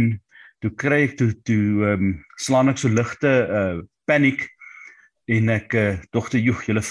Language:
Afrikaans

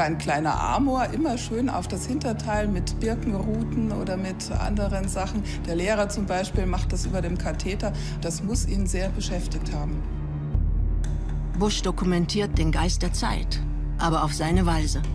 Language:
German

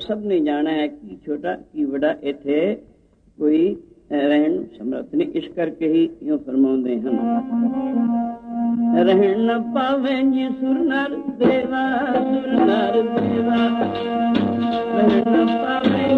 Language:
Punjabi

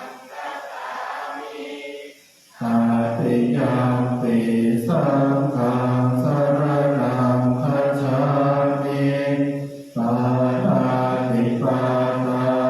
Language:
Pali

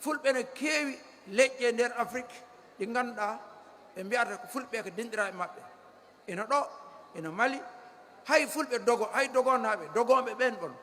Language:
Fula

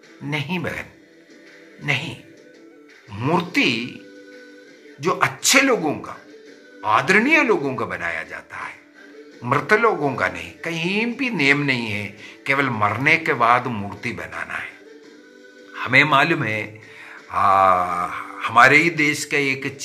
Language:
Hindi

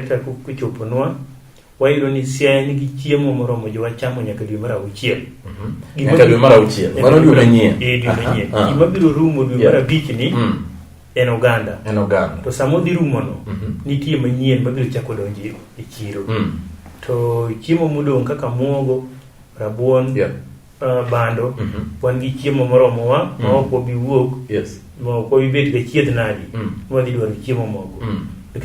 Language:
Luo (Kenya and Tanzania)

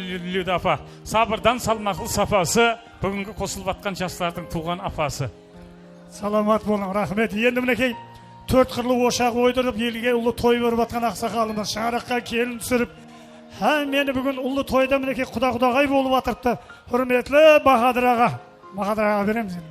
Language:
Kara-Kalpak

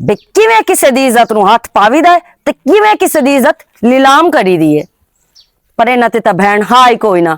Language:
Western Panjabi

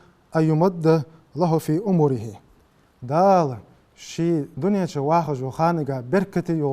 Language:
Ingush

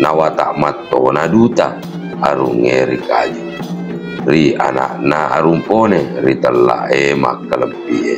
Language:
Buginese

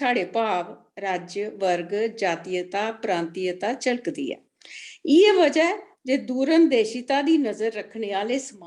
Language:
Dogri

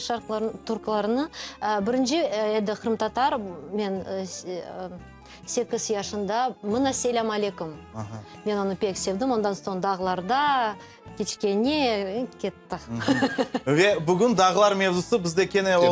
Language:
Crimean Tatar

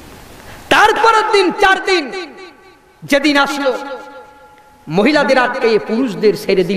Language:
Bangla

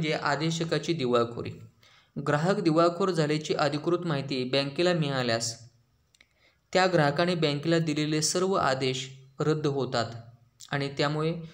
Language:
Marathi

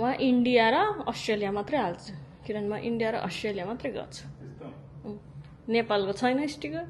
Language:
Nepali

